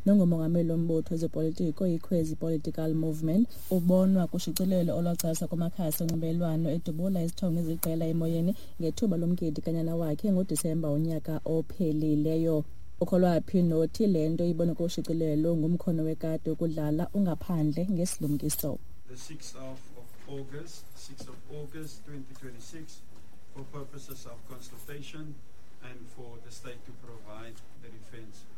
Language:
Xhosa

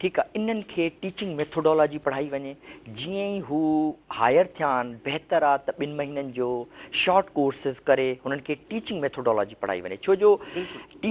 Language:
Sindhi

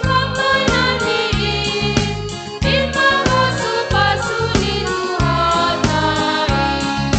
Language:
Batak Simalungun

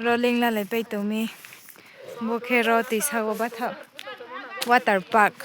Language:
Riang (India)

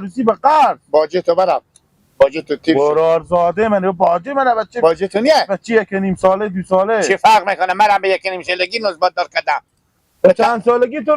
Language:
Hazaragi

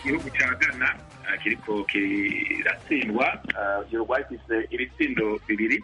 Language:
Kinyarwanda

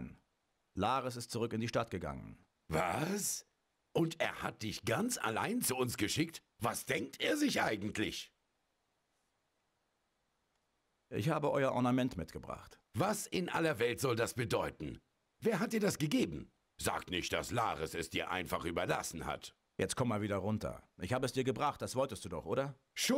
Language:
German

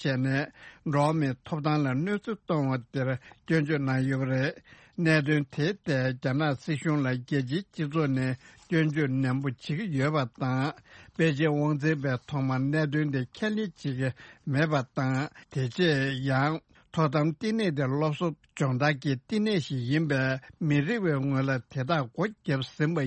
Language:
Tibetan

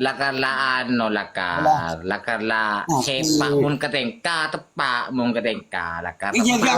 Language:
Madurese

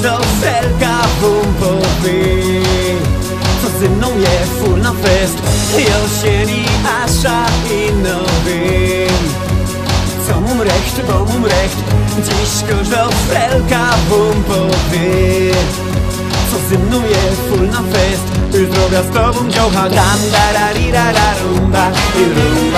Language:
Silesian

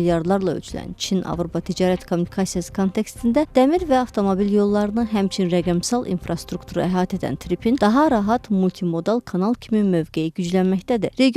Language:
Azerbaijani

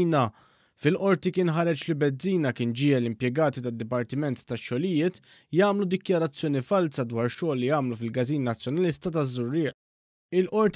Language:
Maltese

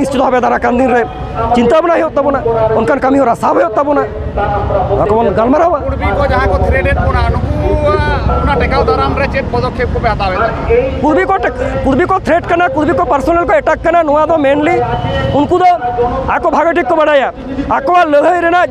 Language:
Santali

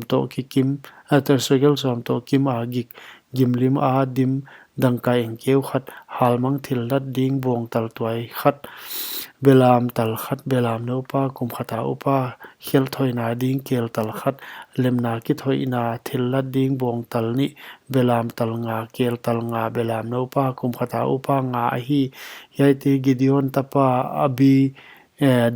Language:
Paite Chin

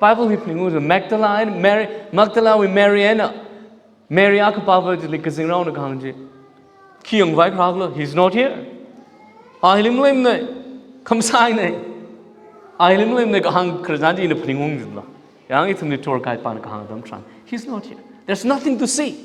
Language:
Tangkhul Naga (India)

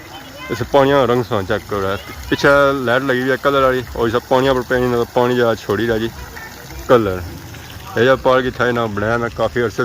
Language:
Pahari-Potwari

